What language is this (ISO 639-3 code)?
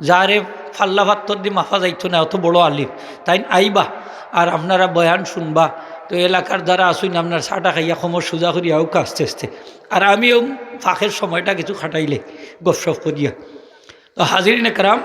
syl